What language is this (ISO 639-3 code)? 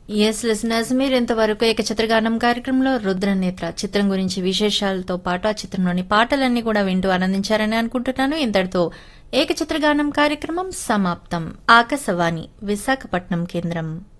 tel